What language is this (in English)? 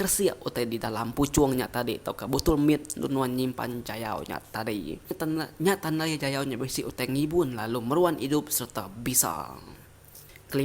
Iban